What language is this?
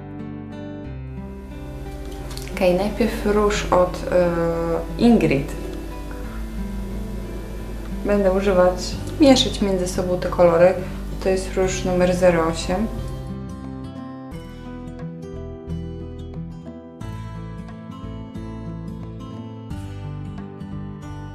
Polish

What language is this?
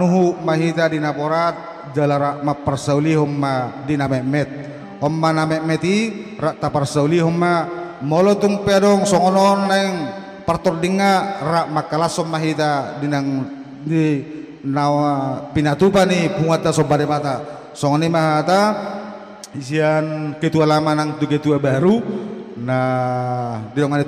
Batak Toba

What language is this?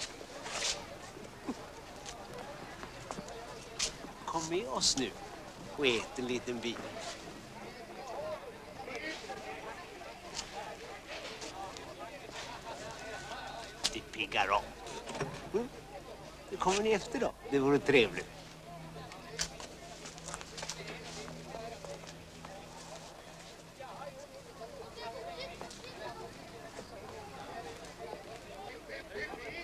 Swedish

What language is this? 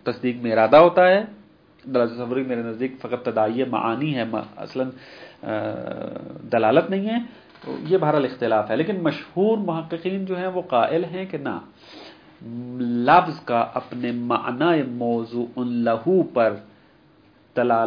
Urdu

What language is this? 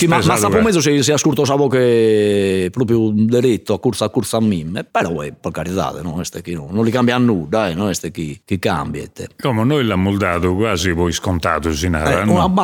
Sardinian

